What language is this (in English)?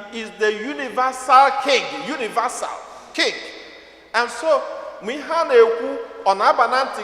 Igbo